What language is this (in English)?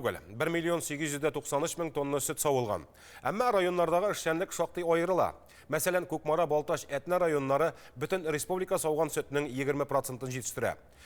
Tatar